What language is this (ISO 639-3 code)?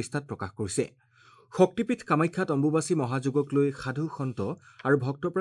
asm